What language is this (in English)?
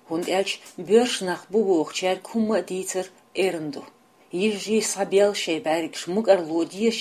Chechen